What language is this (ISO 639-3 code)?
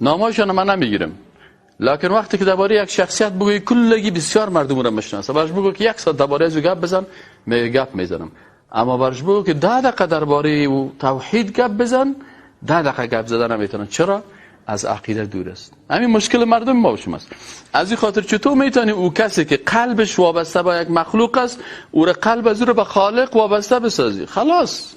fas